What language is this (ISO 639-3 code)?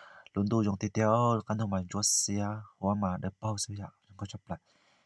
hmn